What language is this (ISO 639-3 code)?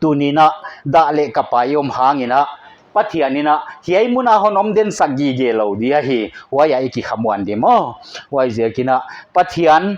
pck